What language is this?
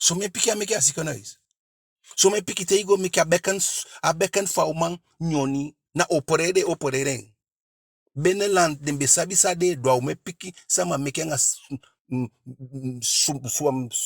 Eastern Maroon Creole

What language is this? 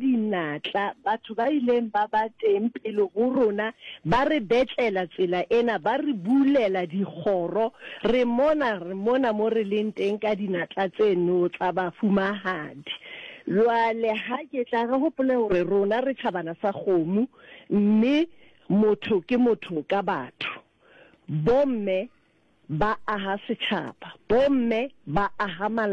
Southern Sotho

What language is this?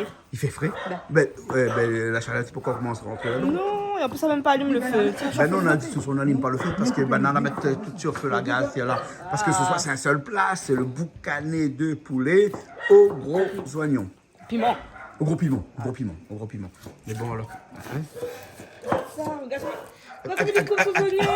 Réunion Creole French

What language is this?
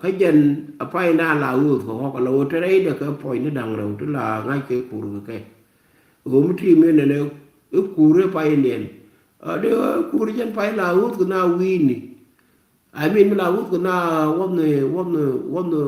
Nuer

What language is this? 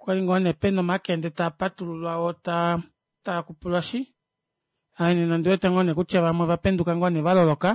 Kuanyama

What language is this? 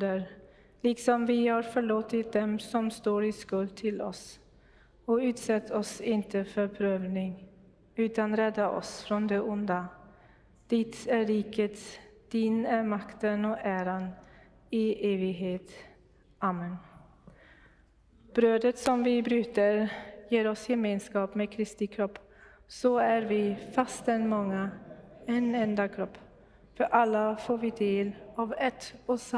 Swedish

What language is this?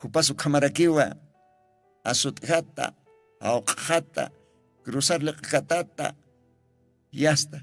Aymara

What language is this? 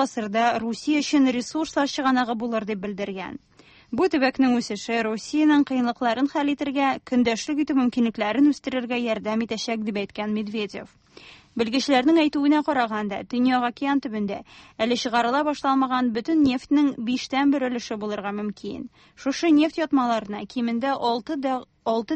Tatar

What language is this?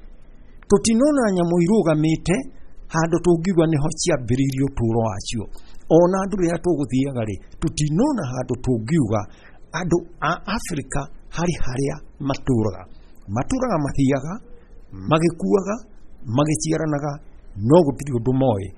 Kikuyu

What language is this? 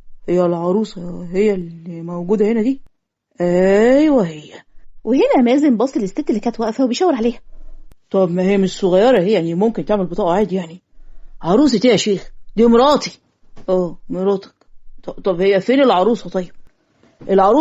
Egyptian Arabic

